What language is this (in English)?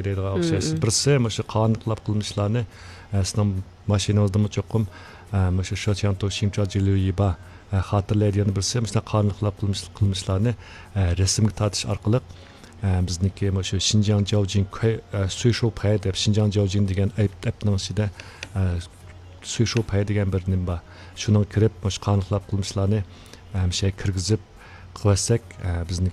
Uyghur